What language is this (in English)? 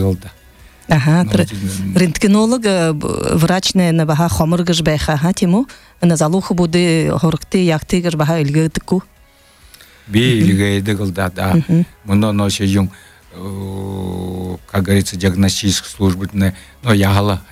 Buriat